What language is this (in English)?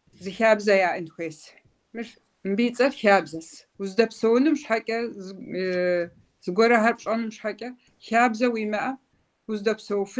Kabardian